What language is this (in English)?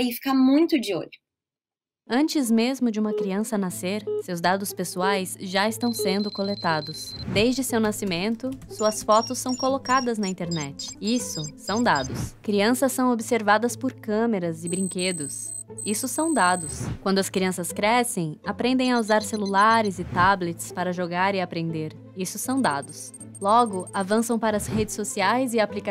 Portuguese